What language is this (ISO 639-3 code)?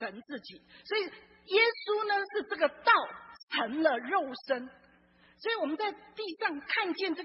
zho